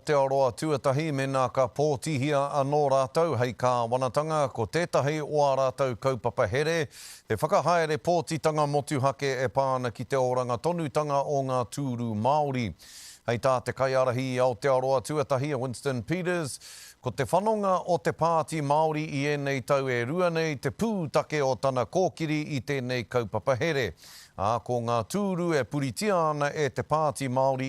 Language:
Māori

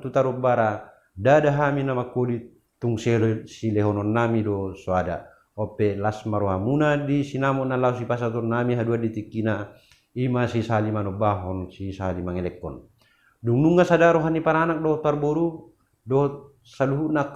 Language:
Batak Toba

